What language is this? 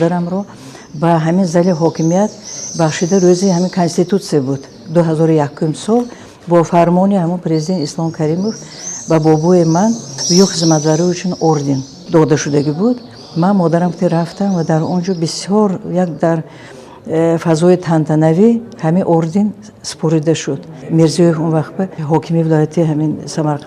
Tajik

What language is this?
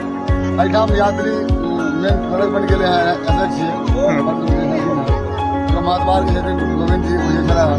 Maithili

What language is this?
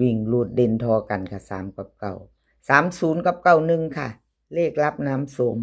Northeastern Thai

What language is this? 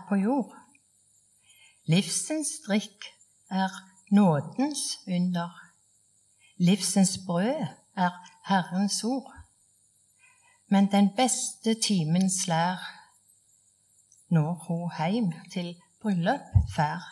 Norwegian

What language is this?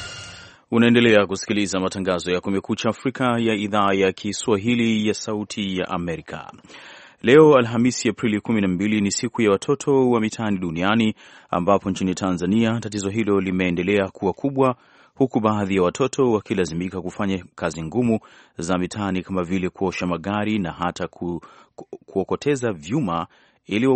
Swahili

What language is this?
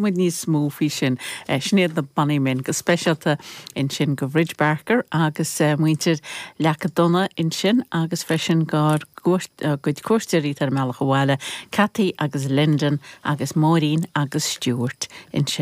Irish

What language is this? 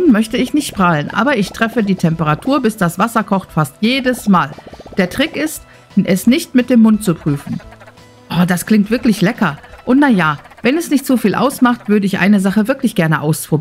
German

